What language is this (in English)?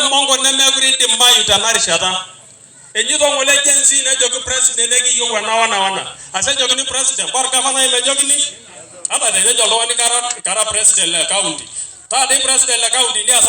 Masai